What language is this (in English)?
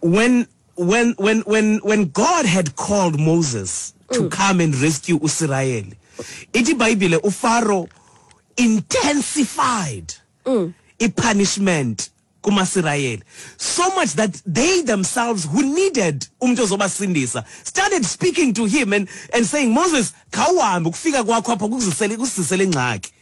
Xhosa